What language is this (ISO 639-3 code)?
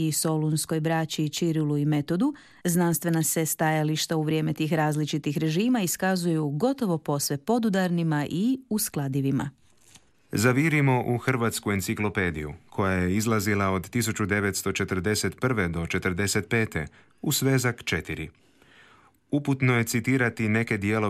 hrv